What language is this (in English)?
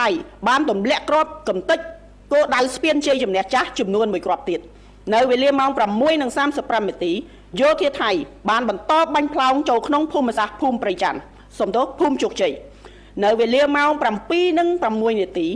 Khmer